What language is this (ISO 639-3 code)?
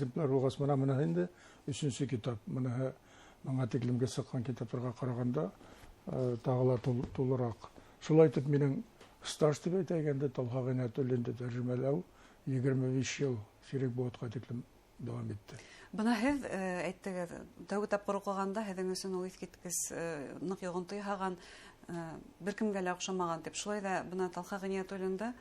bak